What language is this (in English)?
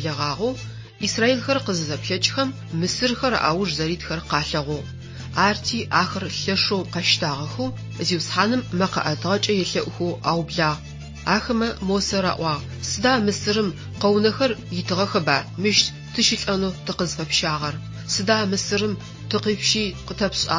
Adyghe